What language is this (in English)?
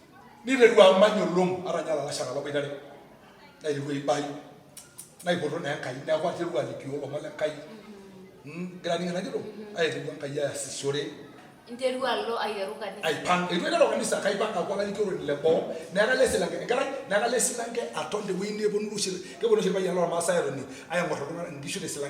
Masai